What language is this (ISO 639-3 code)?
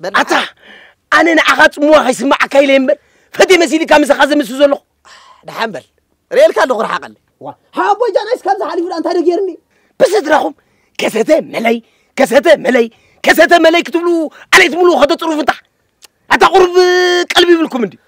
tir